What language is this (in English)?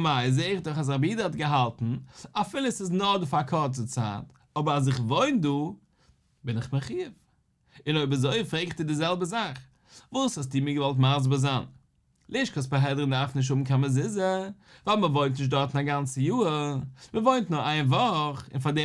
Yiddish